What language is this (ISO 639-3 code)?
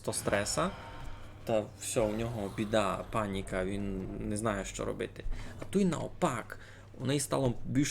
rue